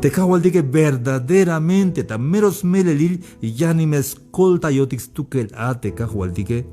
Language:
Tzeltal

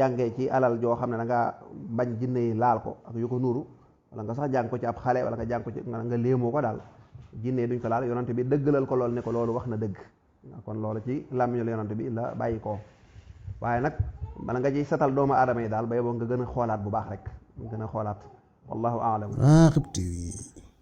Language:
Wolof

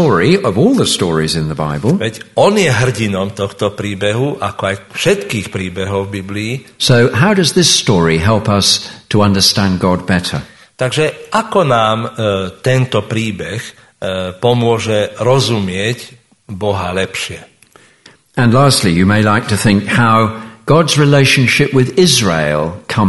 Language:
Slovak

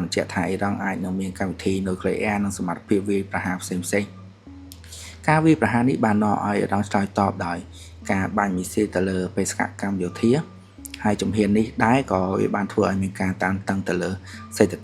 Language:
Khmer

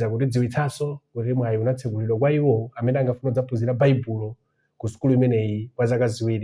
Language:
Nyanja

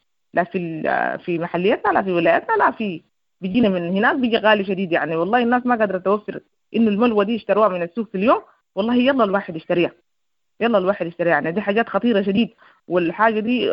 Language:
Sudanese Arabic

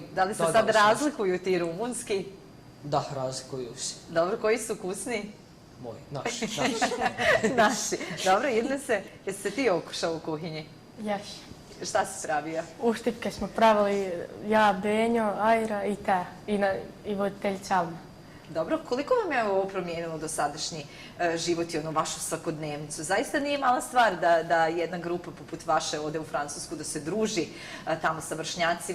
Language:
Bosnian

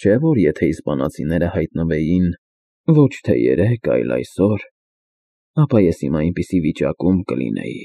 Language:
Armenian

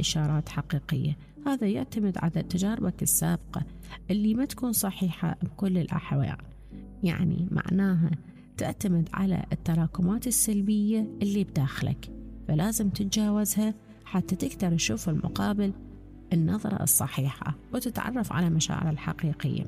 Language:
Mesopotamian Arabic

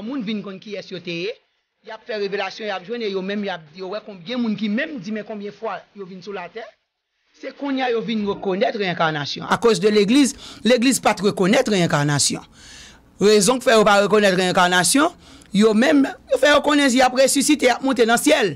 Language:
Haitian Creole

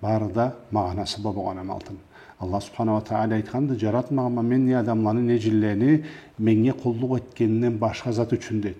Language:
Karachay-Balkar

